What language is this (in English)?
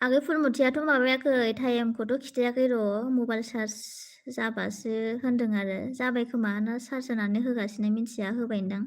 Bodo